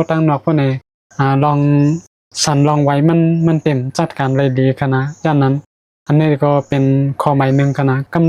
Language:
Shan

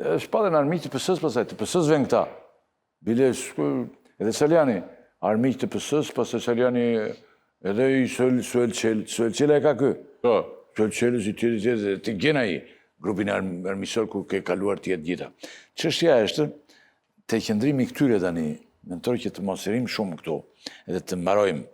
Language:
Albanian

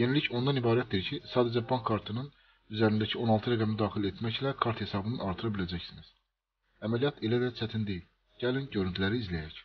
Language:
Azerbaijani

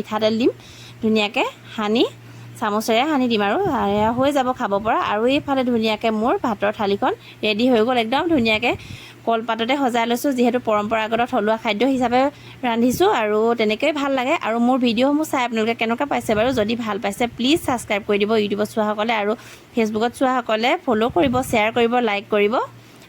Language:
Assamese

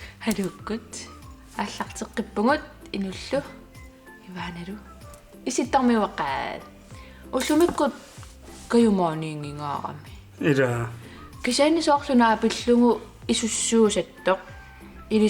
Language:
Kalaallisut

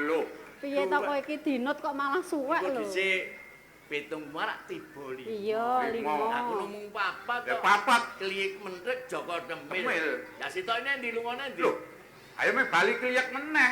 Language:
Javanese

